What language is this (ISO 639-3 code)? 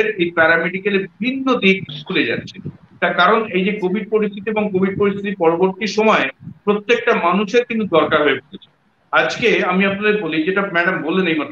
ben